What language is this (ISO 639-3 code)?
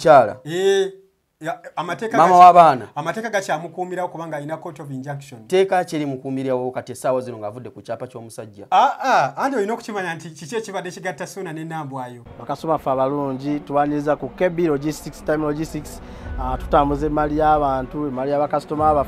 lug